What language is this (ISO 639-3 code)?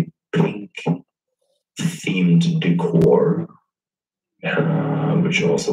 eng